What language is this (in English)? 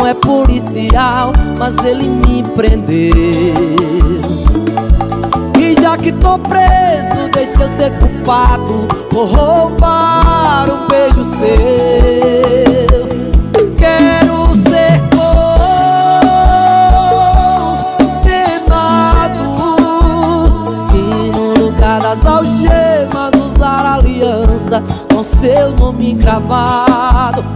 Portuguese